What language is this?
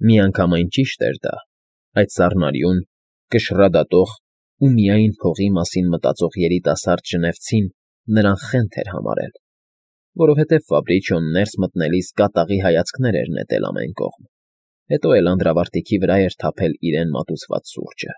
Armenian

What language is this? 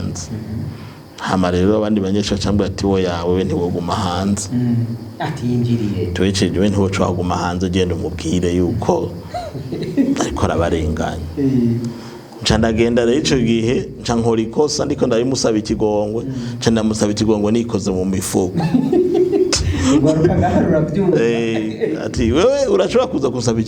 Rundi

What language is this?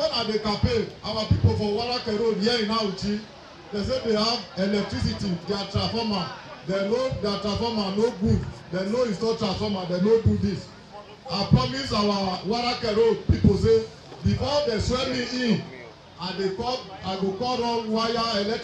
Nigerian Pidgin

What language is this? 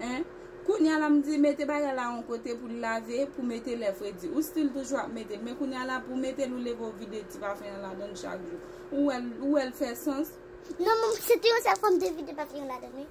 Haitian Creole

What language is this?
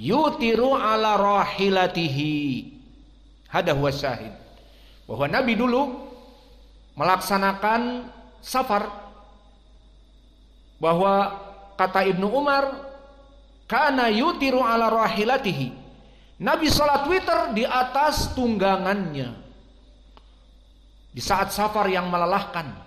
Indonesian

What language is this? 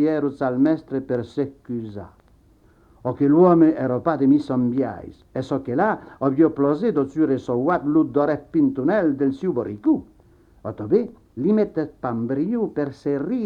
Occitan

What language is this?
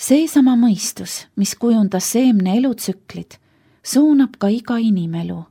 Estonian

